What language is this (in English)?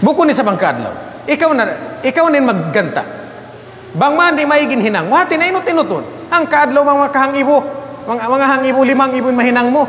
Tausug